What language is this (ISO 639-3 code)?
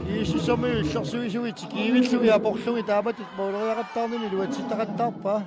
kal